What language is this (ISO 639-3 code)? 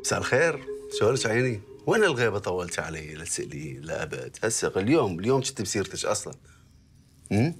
acm